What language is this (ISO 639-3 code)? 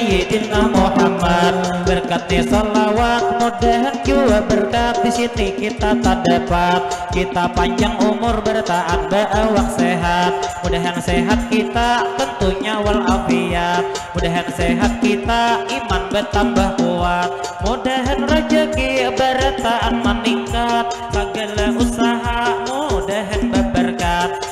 bjn